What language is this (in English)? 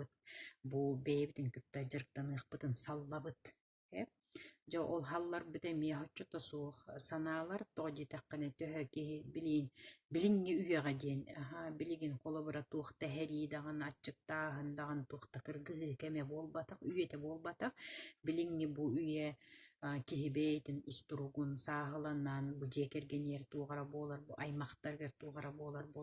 Yakut